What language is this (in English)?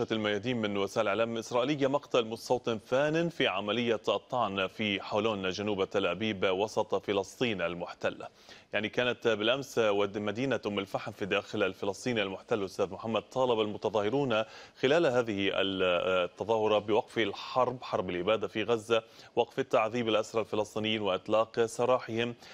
Arabic